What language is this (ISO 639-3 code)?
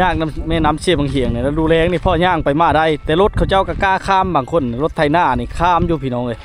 lao